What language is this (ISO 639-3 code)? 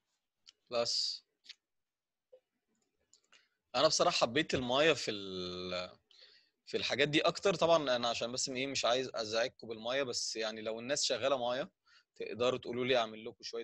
arz